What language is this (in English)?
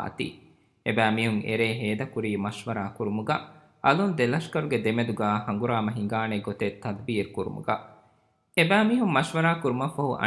Divehi